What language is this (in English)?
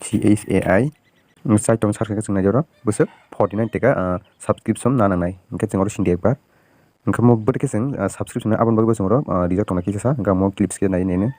Kok Borok